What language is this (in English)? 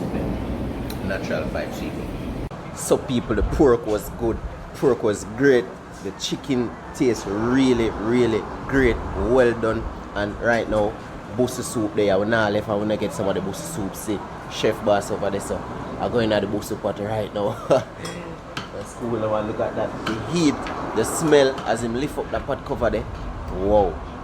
Jamaican Creole English